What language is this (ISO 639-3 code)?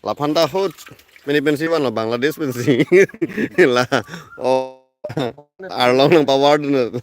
mjw